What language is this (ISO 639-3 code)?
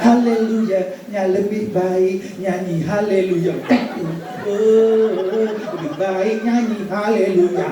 btx